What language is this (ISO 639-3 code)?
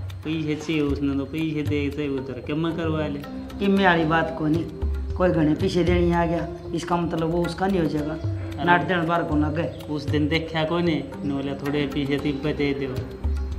bgc